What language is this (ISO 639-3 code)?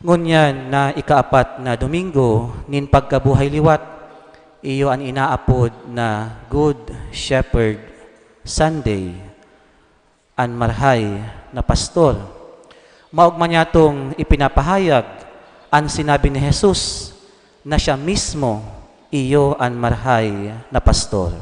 bik